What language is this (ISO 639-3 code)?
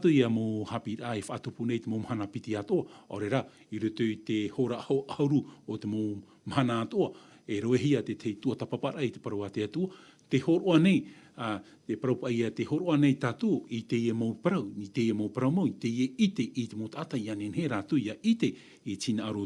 tah